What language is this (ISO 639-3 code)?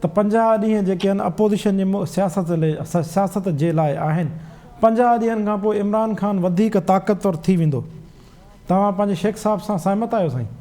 snd